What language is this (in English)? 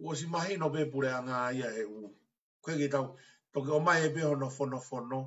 Tongan